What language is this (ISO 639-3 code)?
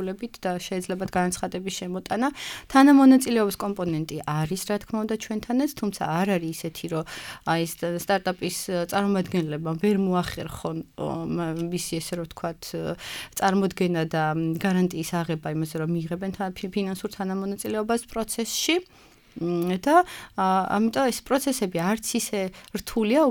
kat